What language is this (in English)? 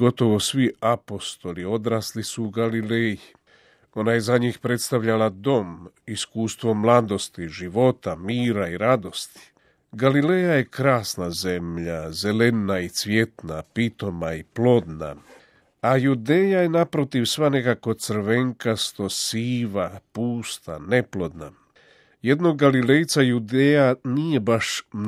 Croatian